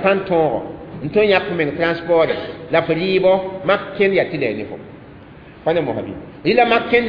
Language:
Mossi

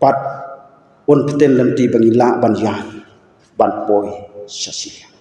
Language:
Khasi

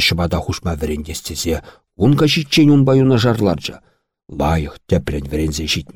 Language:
Chuvash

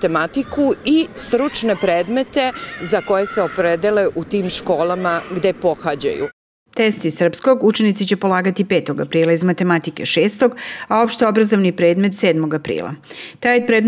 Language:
Serbian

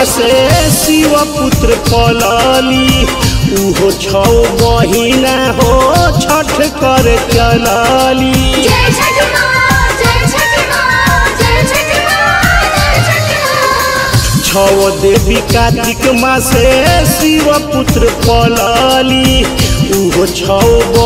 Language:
Bhojpuri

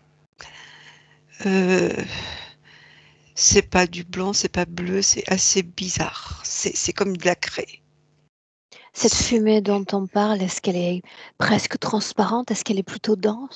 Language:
French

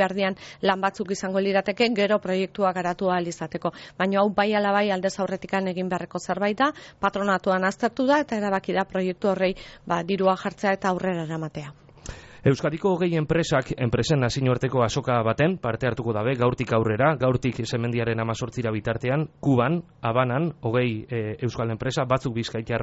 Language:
Basque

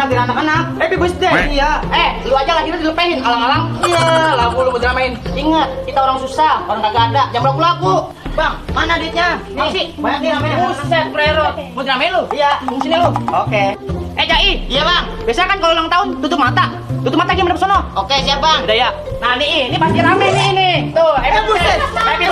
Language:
Betawi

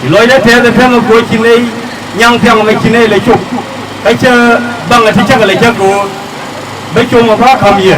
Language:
Nuer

